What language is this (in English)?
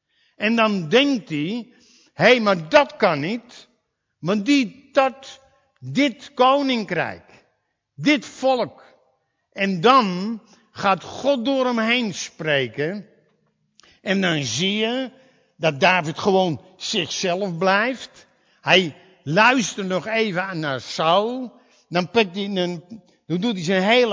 Dutch